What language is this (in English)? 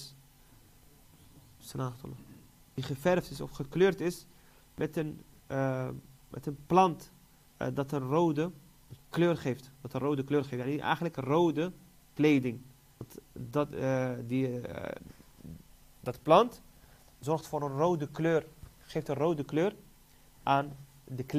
Dutch